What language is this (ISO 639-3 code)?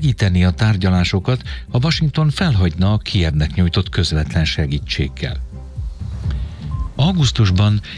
hun